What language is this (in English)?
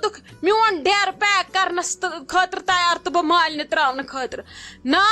Kashmiri